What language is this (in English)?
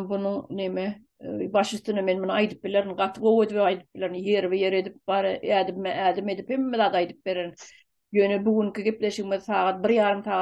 Turkmen